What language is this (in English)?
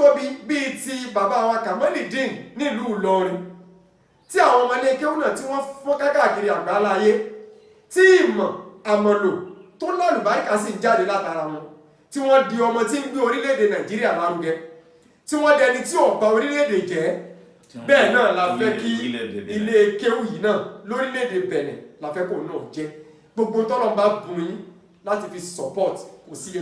Yoruba